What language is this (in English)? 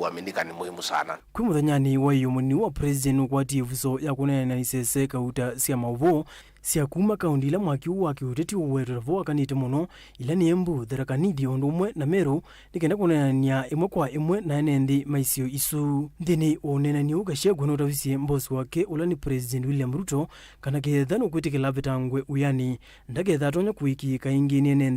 Kamba